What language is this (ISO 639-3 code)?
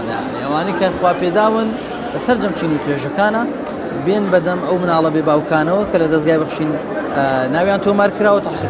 ckb